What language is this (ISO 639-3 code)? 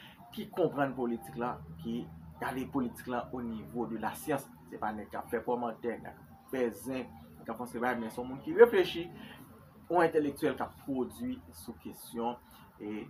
hat